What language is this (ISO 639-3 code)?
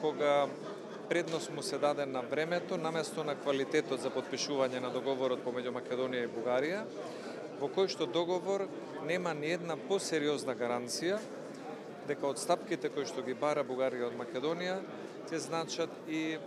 mkd